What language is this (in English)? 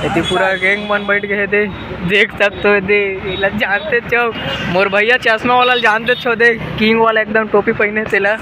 Chhattisgarhi